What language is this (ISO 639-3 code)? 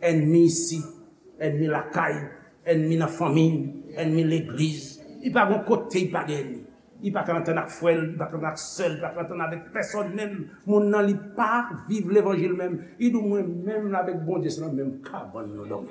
hat